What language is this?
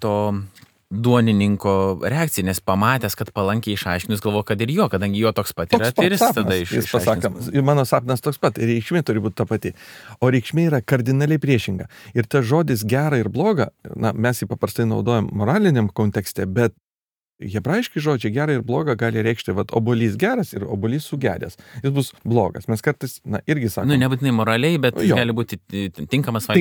Lithuanian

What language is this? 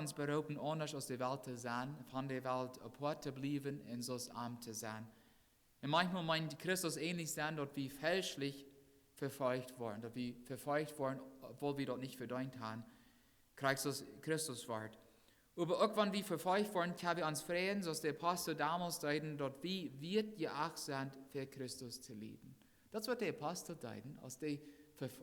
Plautdietsch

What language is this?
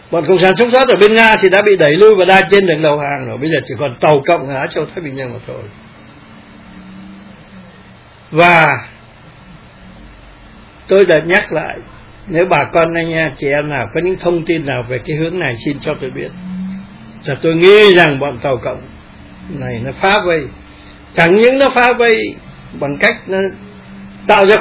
Vietnamese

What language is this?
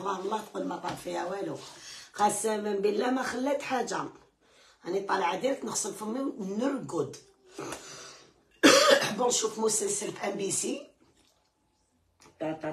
Algerian Arabic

